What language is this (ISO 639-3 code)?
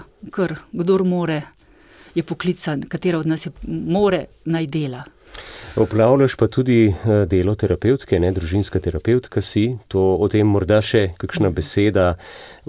slv